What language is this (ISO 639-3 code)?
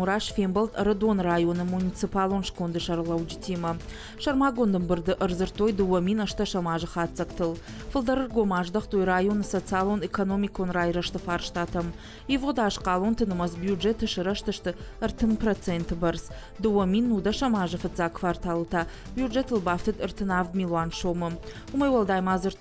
oss